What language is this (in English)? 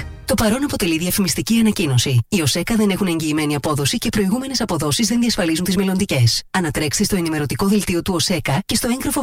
Greek